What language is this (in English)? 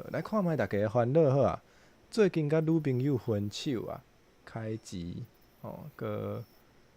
Min Nan Chinese